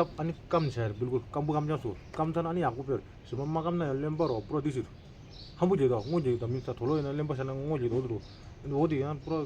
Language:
Tibetan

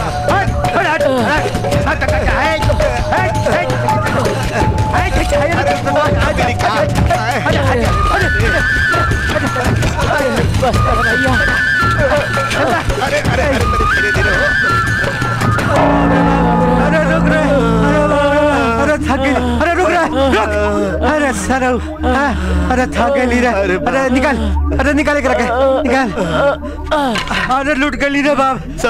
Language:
Bhojpuri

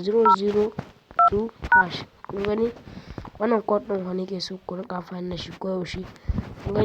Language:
Hausa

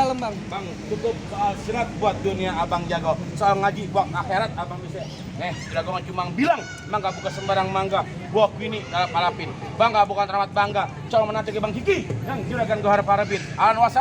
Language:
Betawi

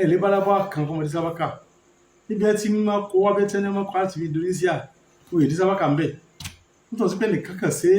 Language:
Yoruba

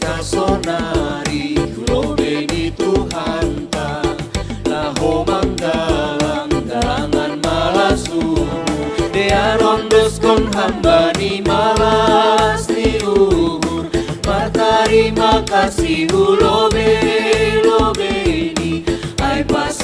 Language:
Batak Simalungun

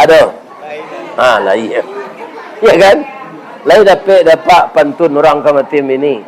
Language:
Minangkabau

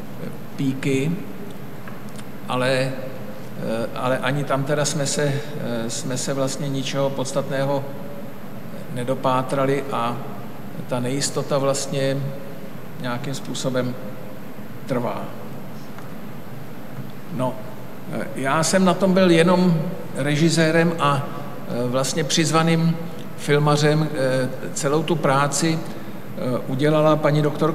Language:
Czech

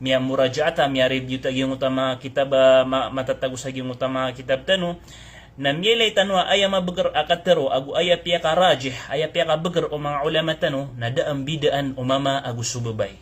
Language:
Maranao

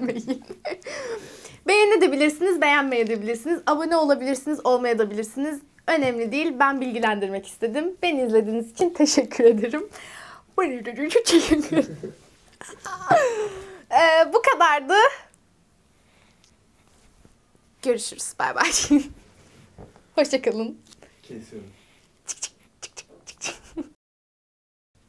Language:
Turkish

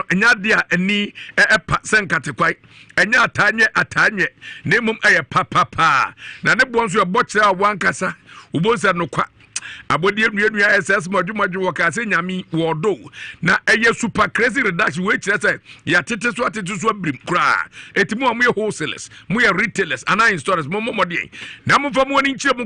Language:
Akan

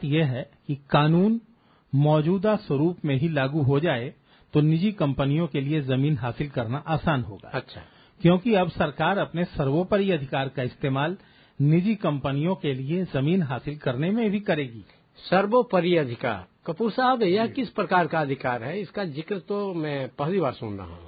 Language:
Hindi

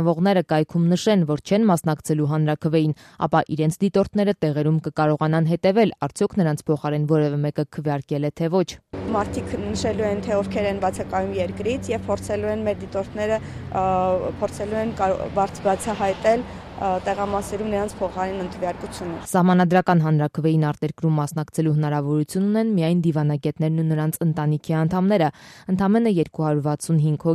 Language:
Armenian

